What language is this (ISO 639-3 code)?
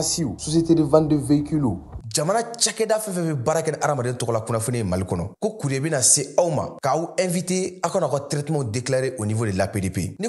bam